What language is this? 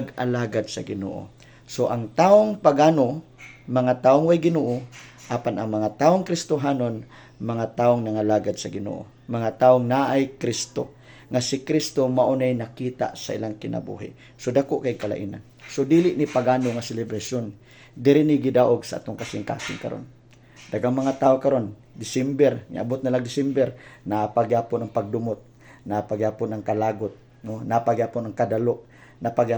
Cebuano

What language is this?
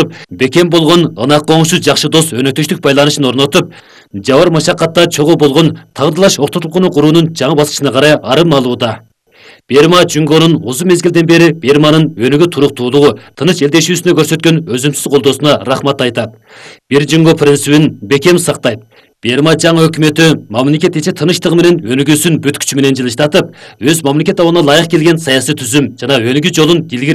Kyrgyz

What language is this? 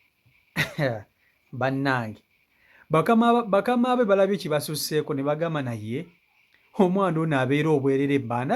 Ganda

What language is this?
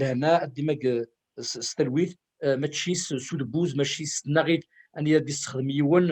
Kabyle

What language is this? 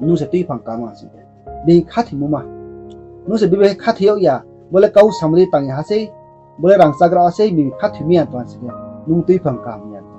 Riang (India)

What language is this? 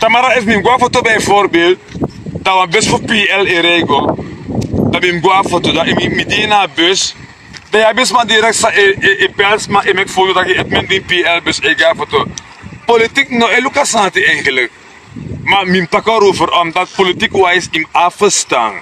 Sranan Tongo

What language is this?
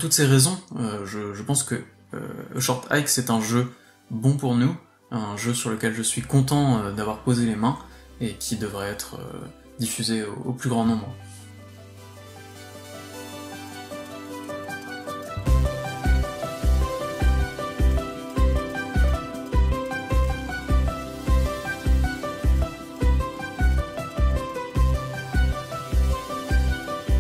French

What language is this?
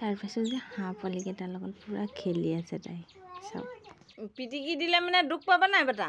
Assamese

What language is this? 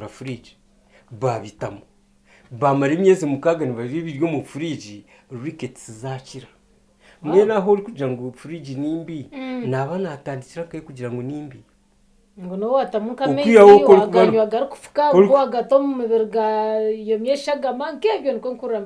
Nyankole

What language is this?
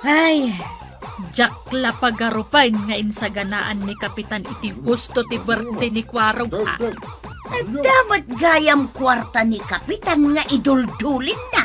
Iloko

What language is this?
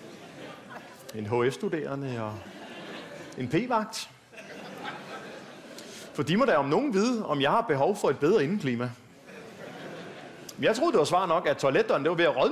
Danish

